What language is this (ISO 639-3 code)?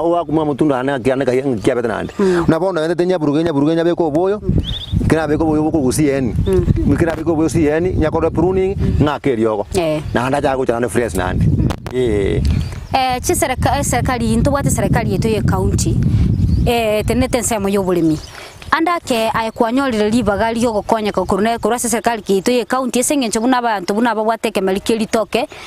guz